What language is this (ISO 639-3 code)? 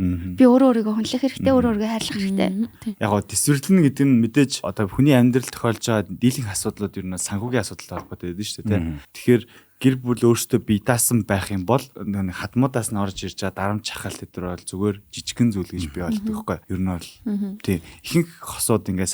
mon